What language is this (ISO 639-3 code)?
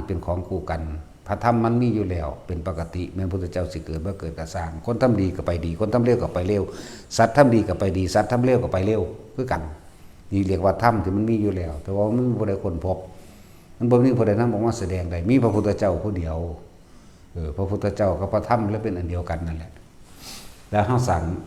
tts